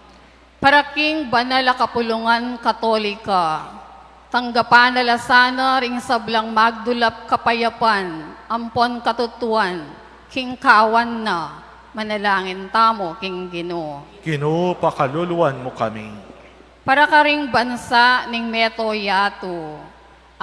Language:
Pampanga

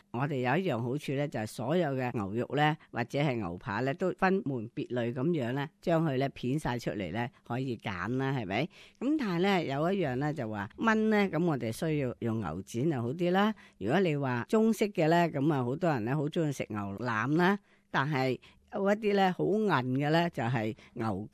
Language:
Cantonese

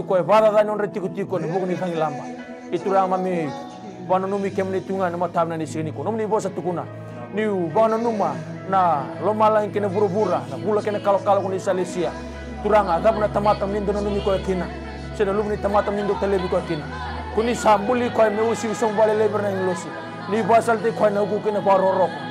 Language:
Fijian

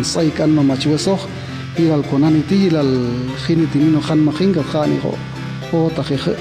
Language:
Popti'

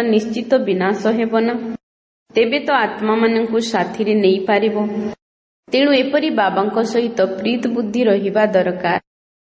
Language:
Odia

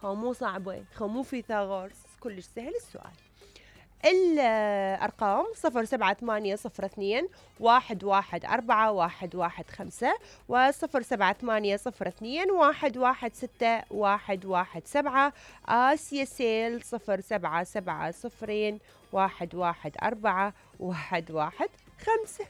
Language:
Mesopotamian Arabic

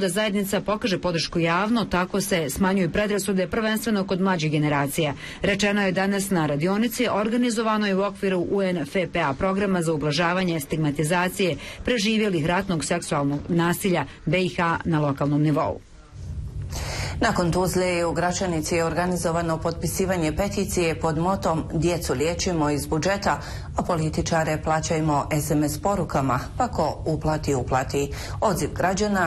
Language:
Bosnian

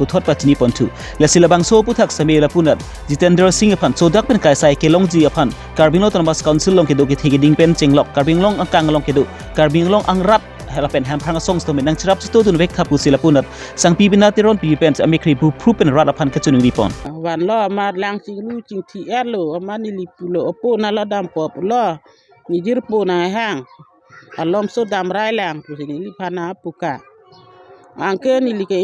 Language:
Karbi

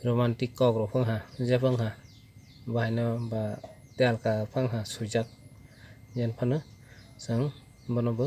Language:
Kok Borok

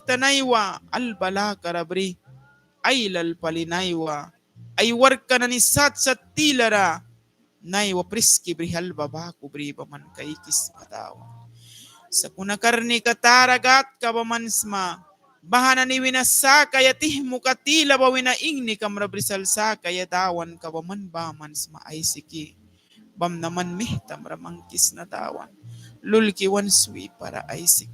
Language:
Mískito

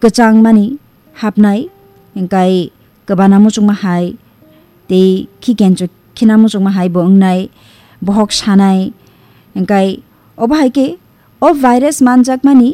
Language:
Kok Borok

